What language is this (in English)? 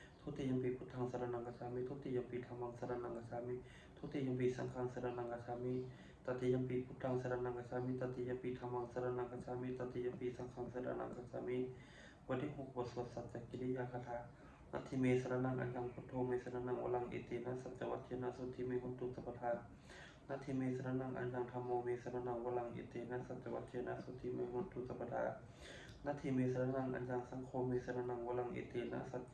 Pali